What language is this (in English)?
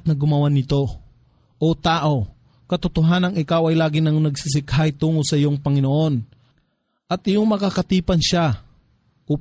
Filipino